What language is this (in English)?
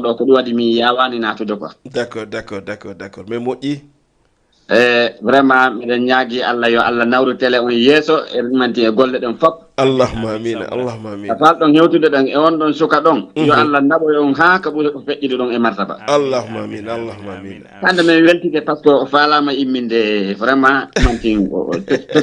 Fula